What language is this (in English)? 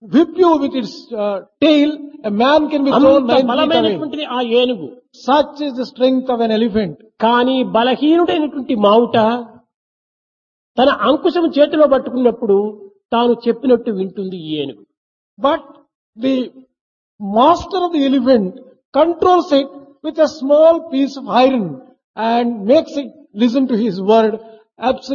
Telugu